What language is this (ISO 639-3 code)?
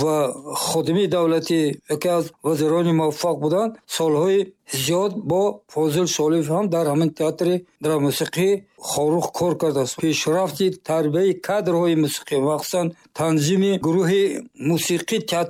tgk